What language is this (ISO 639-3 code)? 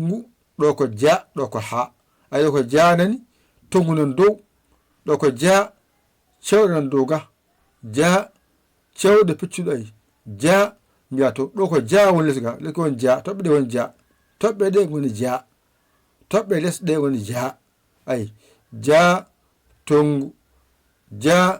ful